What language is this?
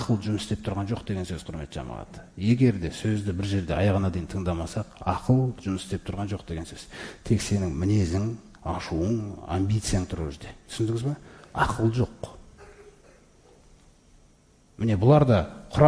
Kazakh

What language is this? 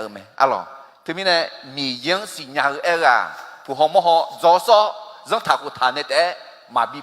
Akha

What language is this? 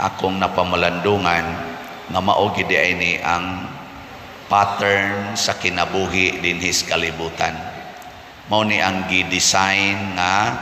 Cebuano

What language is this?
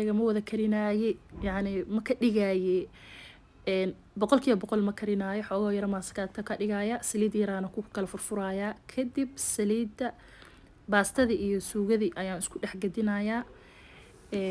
Somali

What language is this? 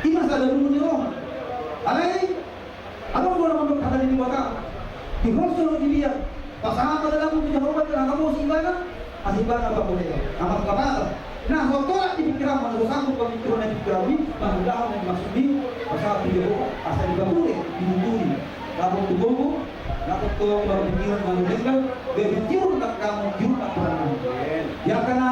Batak Toba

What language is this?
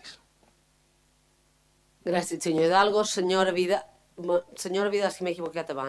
Catalan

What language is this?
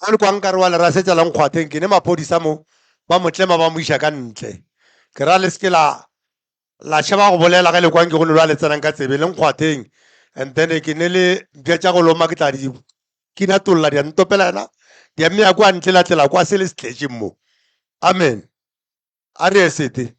Northern Sotho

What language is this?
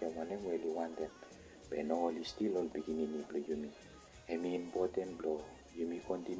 Bislama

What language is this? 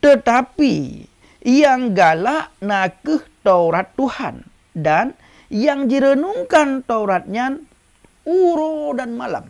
Achinese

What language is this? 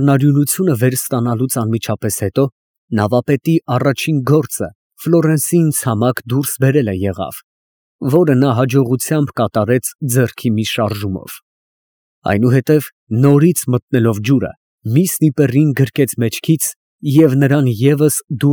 Armenian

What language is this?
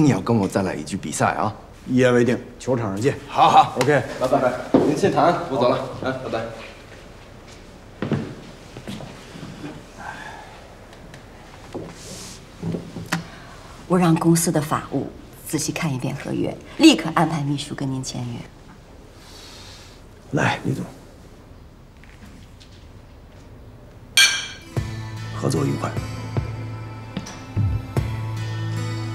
Chinese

